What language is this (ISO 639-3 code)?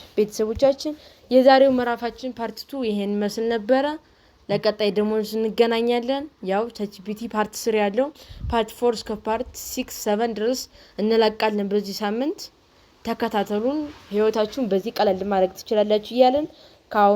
amh